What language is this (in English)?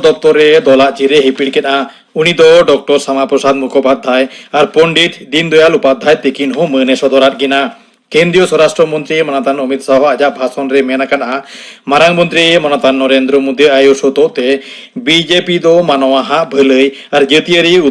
Santali